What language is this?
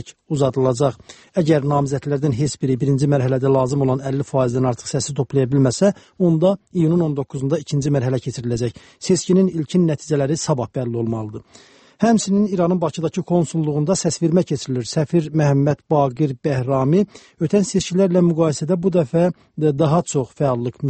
Azerbaijani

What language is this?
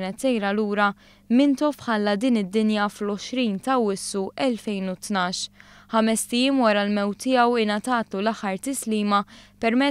Maltese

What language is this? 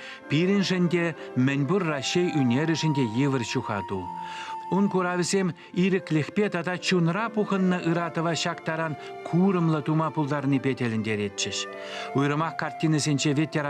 Chuvash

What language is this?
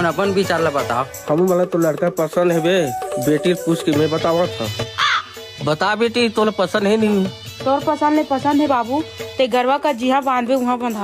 Chhattisgarhi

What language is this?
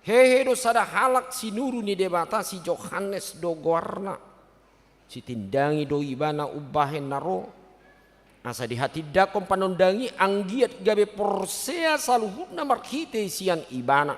Batak Toba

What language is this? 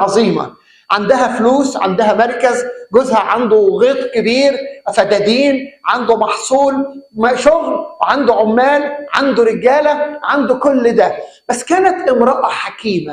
Egyptian Arabic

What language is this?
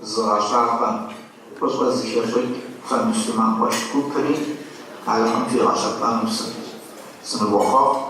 Kabardian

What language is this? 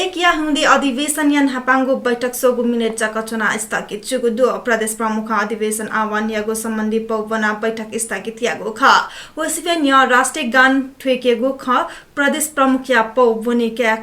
Newari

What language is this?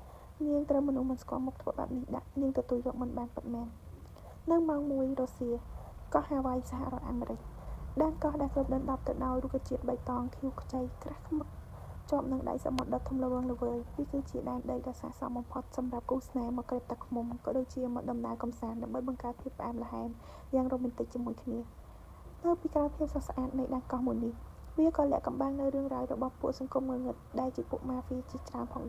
Khmer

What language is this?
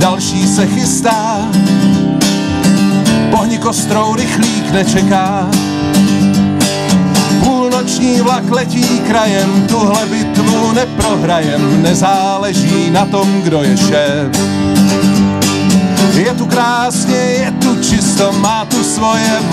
Czech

